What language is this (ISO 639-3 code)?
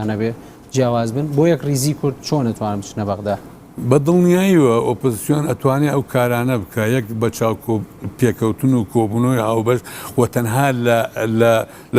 ckb